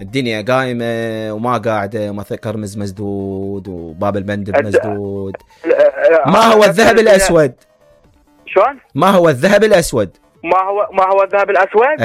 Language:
Mesopotamian Arabic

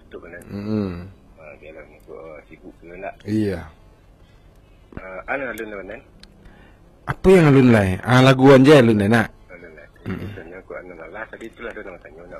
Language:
Malay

